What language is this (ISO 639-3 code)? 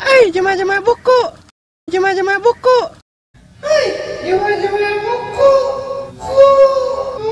bug